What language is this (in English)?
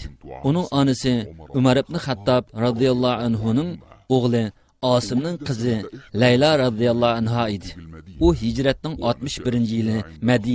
Uyghur